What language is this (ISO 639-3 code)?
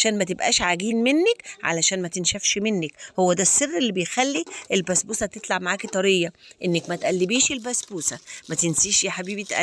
arz